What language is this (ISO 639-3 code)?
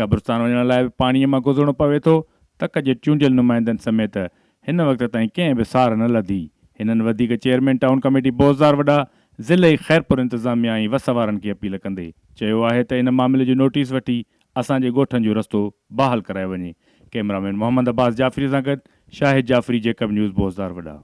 snd